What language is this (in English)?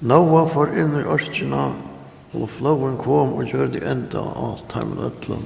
Faroese